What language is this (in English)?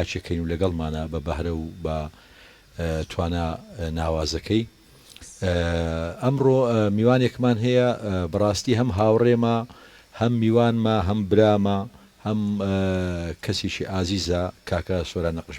Central Kurdish